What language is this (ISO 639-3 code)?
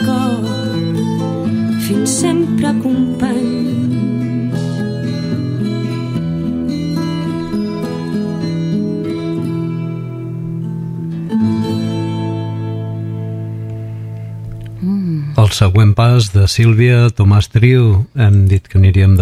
cat